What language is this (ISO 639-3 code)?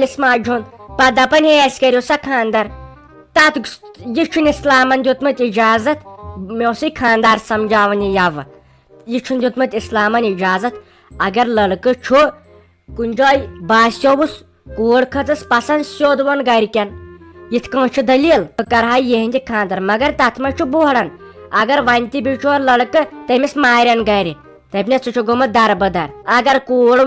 kas